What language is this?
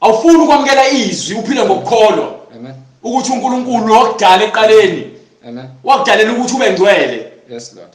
Zulu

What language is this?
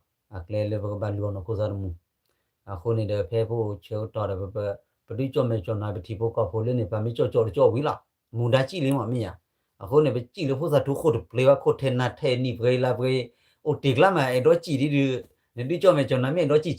S'gaw Karen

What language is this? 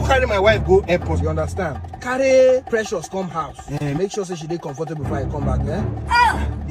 Nigerian Pidgin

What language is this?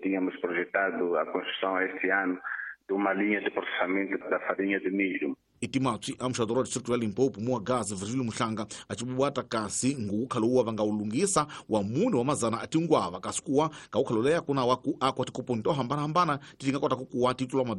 Tsonga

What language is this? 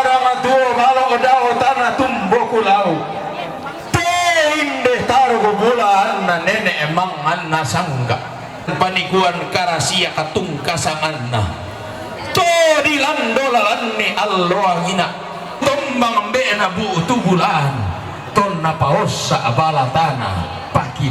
Toraja-Sa'dan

